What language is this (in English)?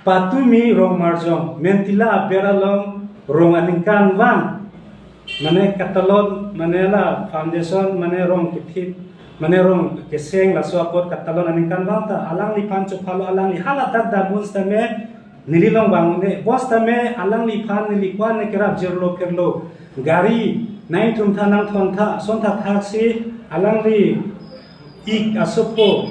Karbi